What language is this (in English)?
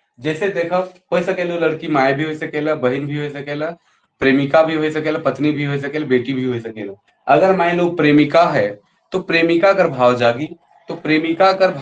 Sadri